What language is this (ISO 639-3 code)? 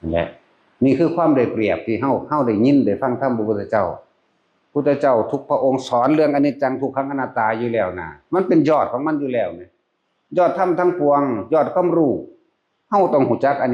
tts